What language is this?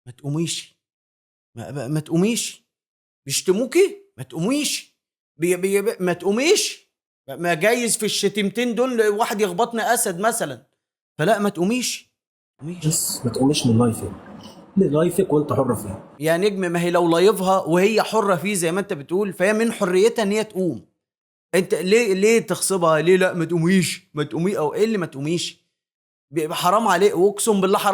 Egyptian Arabic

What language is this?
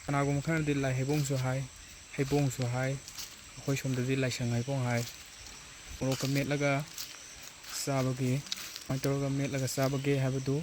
Manipuri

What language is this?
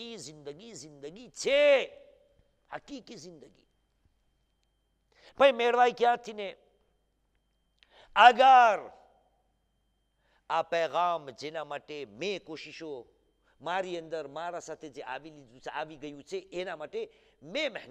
Gujarati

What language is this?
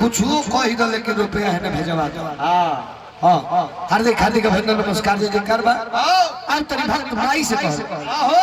Magahi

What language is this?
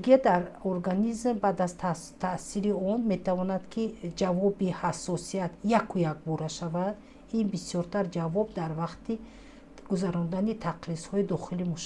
Tajik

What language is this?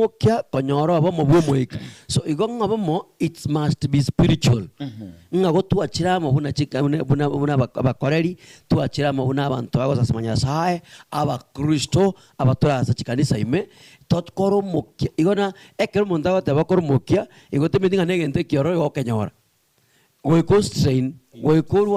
Gusii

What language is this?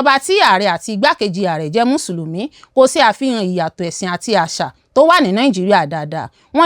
Yoruba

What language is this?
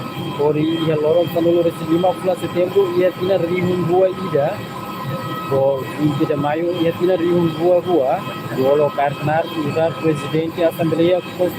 Tetum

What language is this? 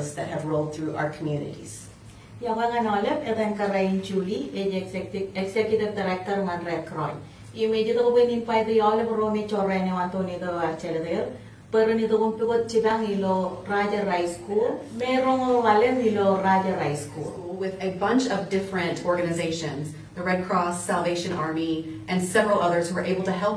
Marshallese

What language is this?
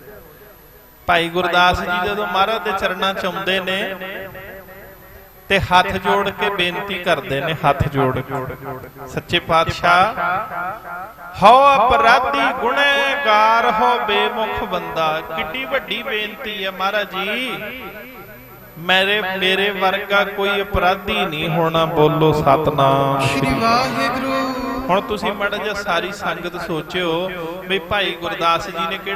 Punjabi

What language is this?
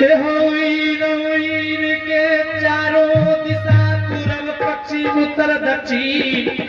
Angika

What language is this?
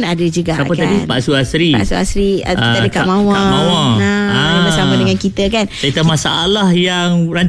Malay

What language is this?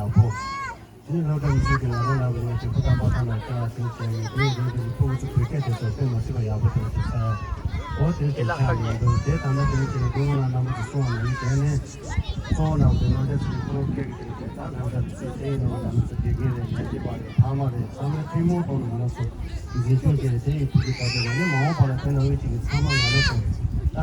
Tibetan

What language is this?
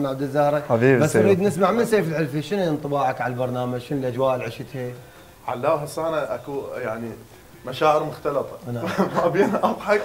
Mesopotamian Arabic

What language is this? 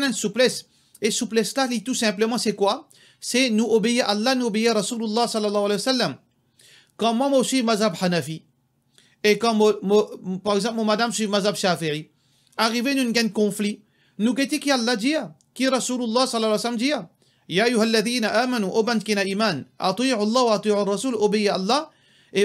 Morisyen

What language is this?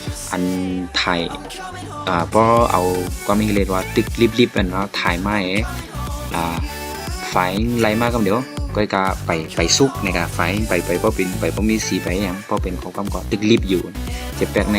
Shan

